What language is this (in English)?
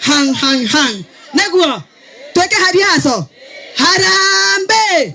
Kikuyu